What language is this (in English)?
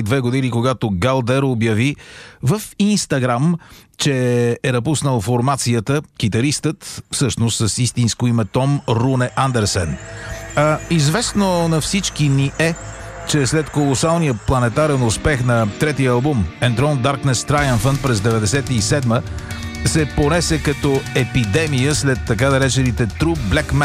Bulgarian